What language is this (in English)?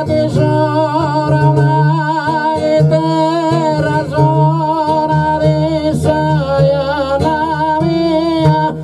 Sardinian